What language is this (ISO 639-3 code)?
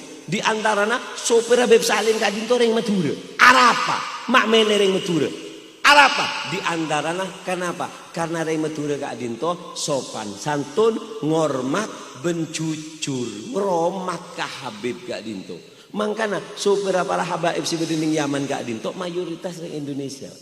mad